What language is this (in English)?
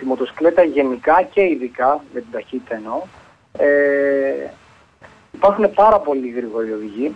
Greek